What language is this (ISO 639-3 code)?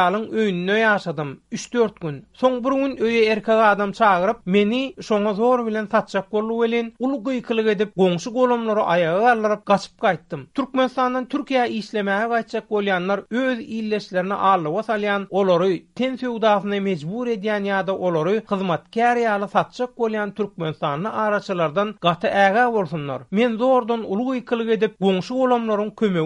tuk